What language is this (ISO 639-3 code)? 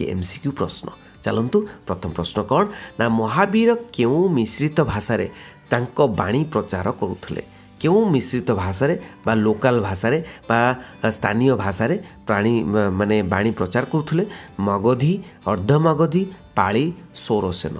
ori